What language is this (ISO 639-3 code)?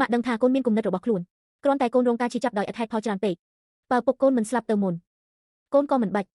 khm